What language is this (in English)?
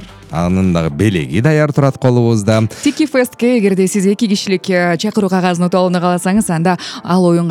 Kyrgyz